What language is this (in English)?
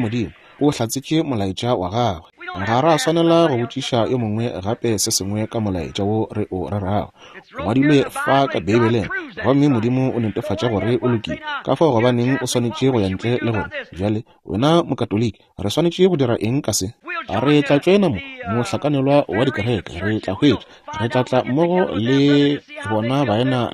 Northern Sotho